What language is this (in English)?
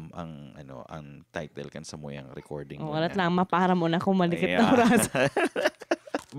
Bikol